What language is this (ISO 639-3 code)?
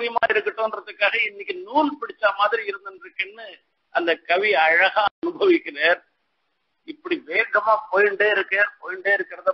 tam